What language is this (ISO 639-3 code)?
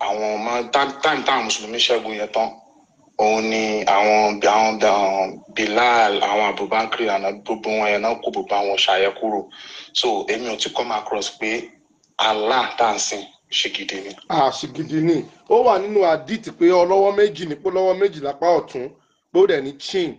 yor